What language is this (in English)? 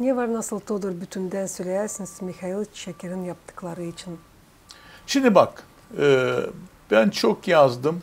Gagauz